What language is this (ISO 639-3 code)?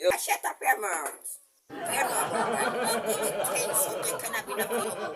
jam